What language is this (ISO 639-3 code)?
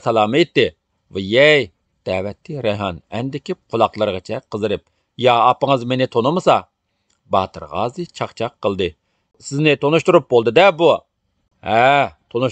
uig